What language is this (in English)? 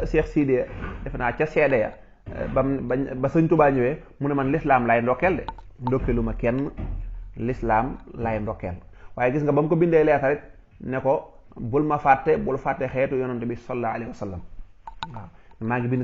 Wolof